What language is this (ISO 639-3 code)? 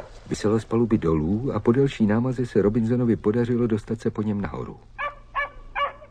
ces